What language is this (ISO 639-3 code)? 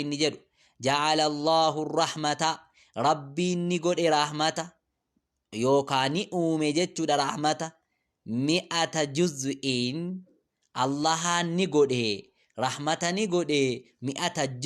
orm